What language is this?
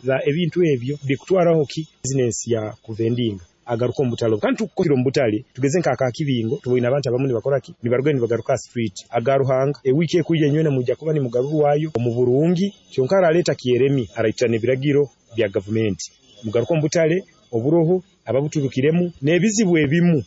Nyoro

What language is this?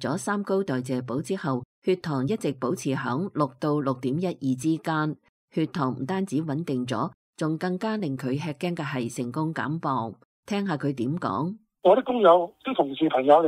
Cantonese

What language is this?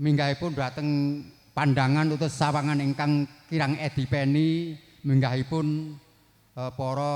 Javanese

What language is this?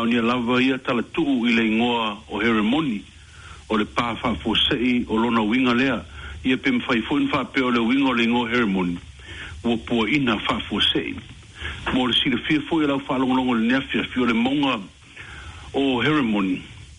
Samoan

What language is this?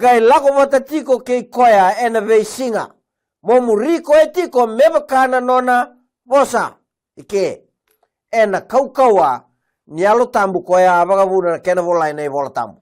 Fijian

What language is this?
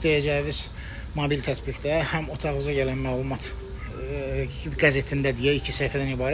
Azerbaijani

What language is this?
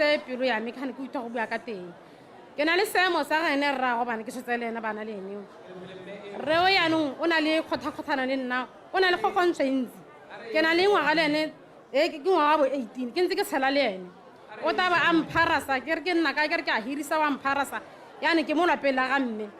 Tswana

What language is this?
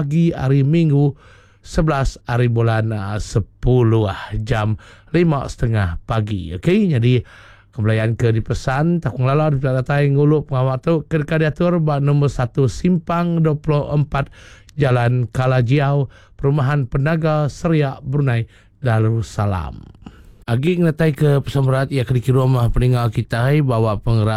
Iban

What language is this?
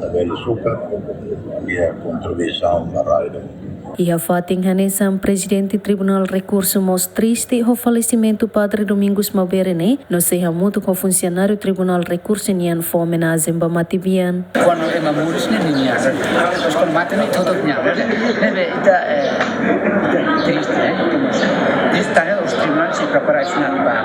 Tetum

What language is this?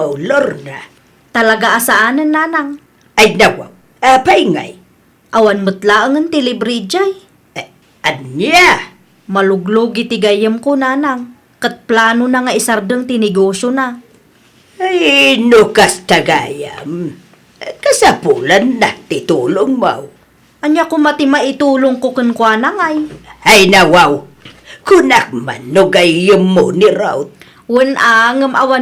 Iloko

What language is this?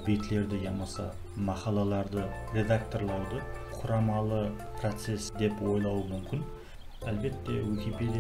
Kara-Kalpak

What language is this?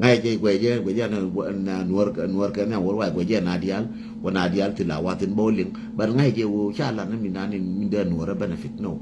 Nuer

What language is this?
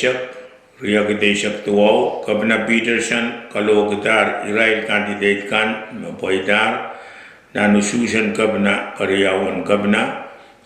Pohnpeian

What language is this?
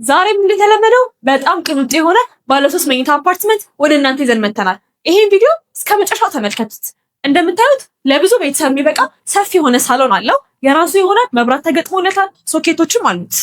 Amharic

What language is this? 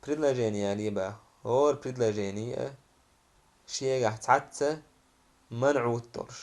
Chechen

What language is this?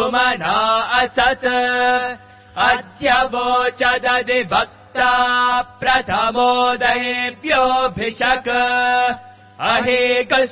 Sanskrit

